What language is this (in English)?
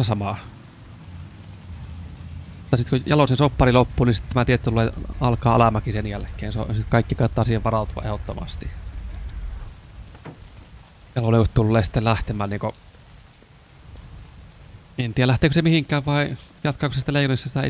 Finnish